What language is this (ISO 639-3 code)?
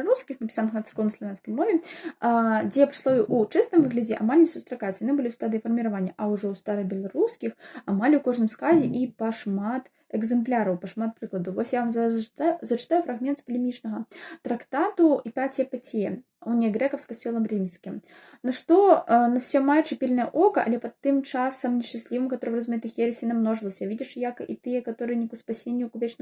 bel